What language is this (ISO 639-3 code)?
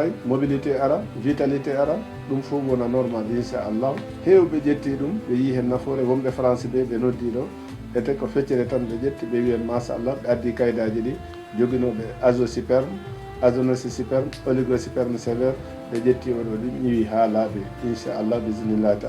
ful